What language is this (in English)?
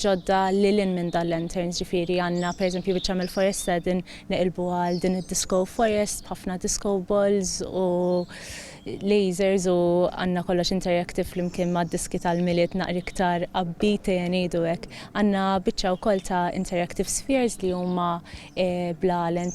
Maltese